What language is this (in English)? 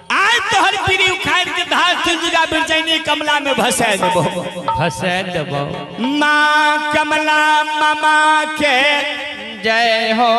Maithili